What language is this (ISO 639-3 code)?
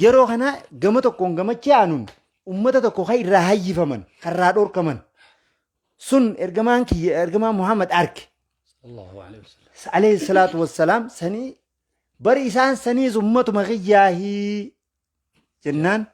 orm